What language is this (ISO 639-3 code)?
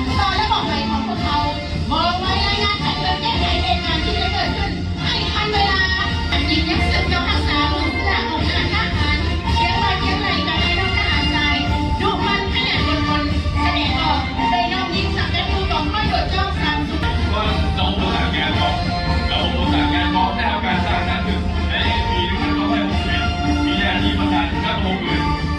lao